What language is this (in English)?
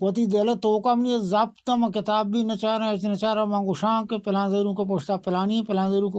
Eastern Balochi